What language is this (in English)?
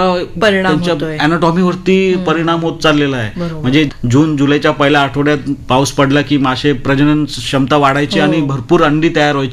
Marathi